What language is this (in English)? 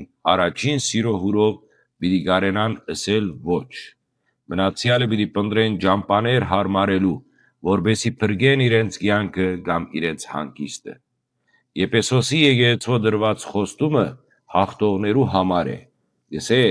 Western Armenian